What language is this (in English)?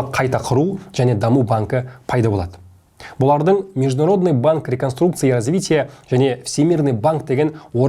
Kazakh